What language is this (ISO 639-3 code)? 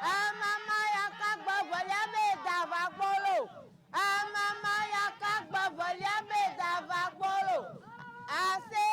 ewe